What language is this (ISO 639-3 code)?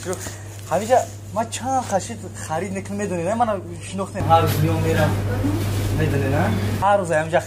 tgk